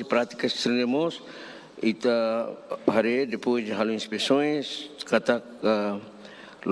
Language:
Tetum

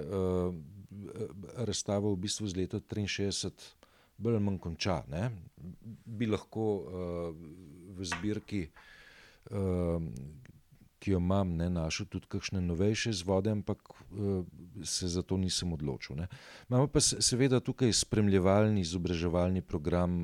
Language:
Slovenian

